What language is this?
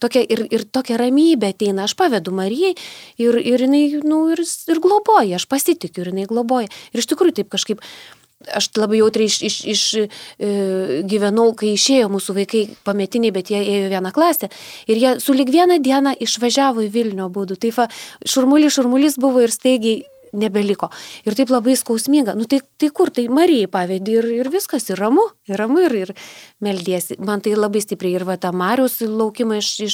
Lithuanian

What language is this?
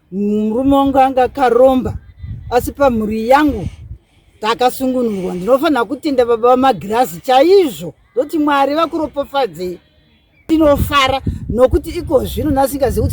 Shona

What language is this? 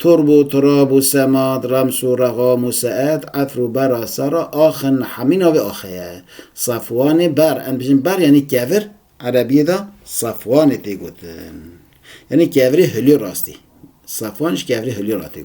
Kurdish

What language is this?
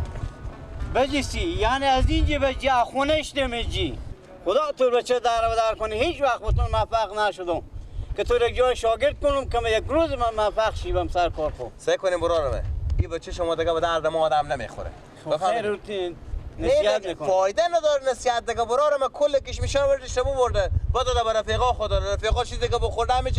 Persian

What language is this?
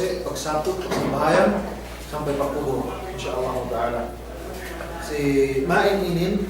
Yakan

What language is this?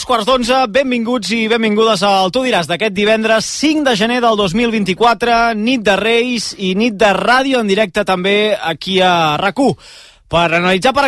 Catalan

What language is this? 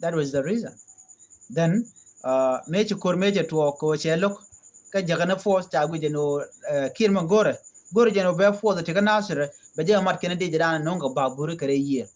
Nuer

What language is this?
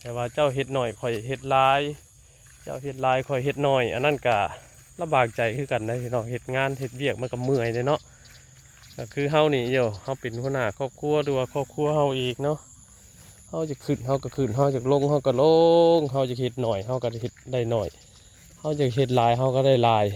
Northeastern Thai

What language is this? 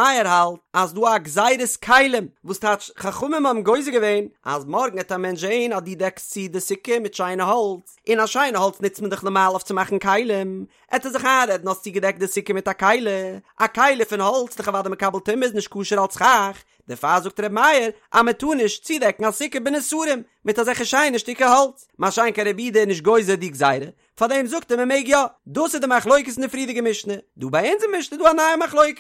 Yiddish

